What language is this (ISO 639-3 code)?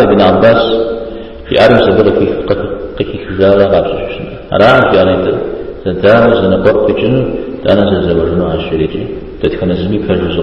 kbd